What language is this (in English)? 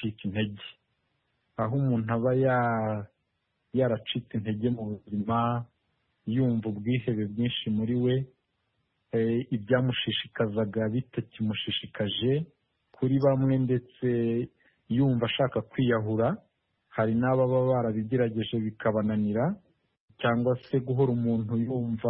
Kinyarwanda